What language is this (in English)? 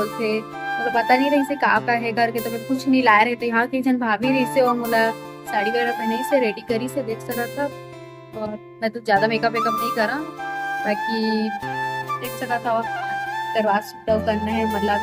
Chhattisgarhi